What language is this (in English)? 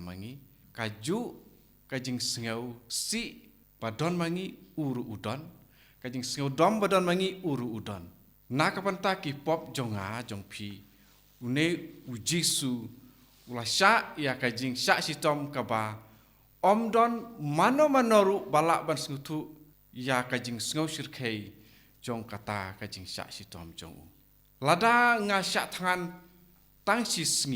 Khasi